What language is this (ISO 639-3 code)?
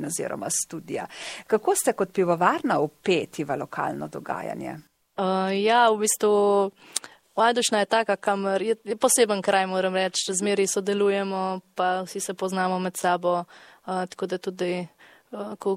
slv